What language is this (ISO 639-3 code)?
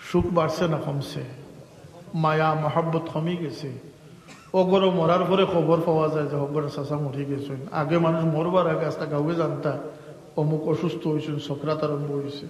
syl